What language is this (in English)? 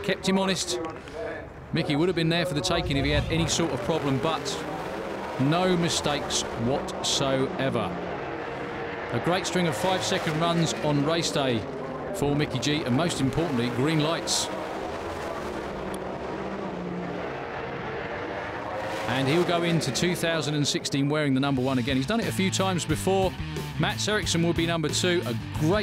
English